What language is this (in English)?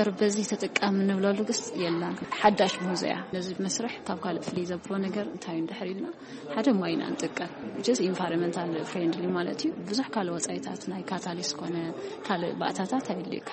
Tigrinya